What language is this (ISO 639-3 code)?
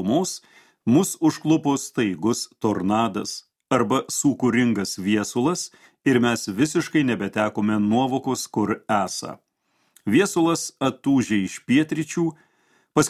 lit